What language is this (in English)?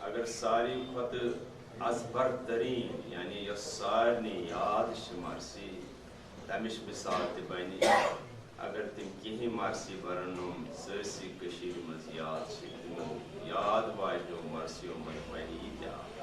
Kashmiri